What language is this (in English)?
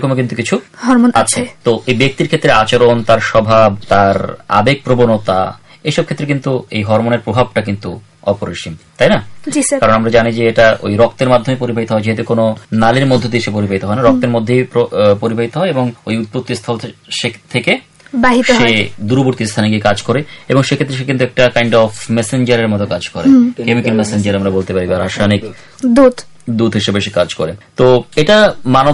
Bangla